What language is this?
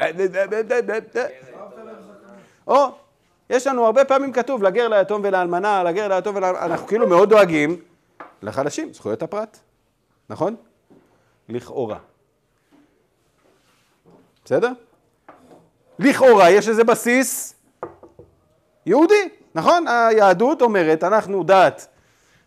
Hebrew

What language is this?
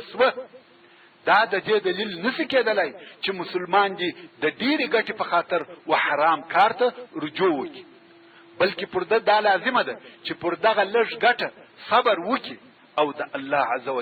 Pashto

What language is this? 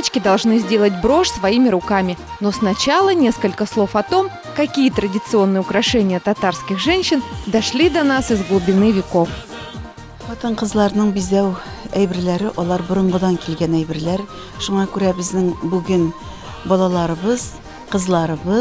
Tatar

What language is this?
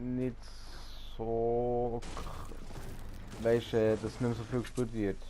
Swiss German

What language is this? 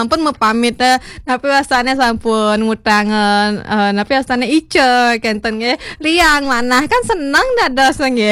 Balinese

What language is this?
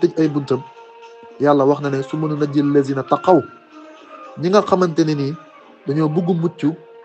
Wolof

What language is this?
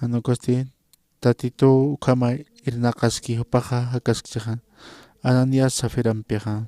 Aymara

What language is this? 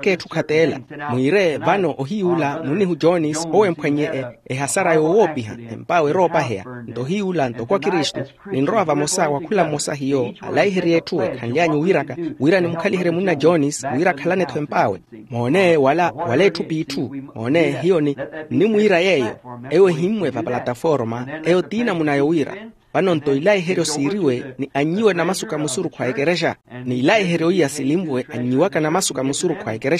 Makhuwa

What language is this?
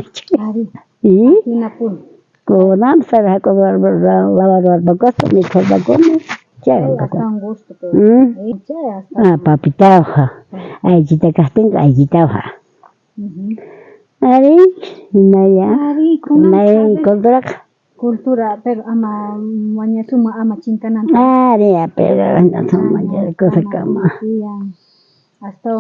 South Bolivian Quechua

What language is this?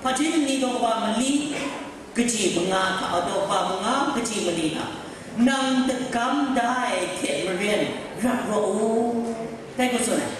Kachin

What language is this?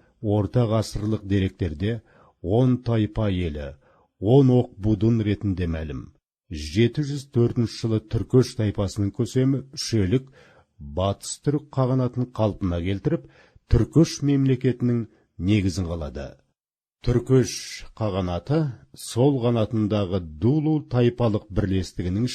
Kazakh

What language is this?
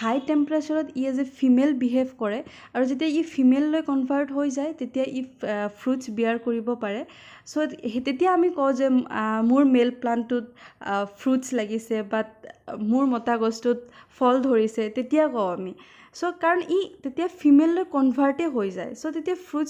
Assamese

